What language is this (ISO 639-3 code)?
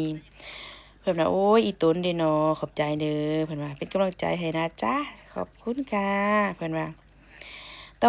lao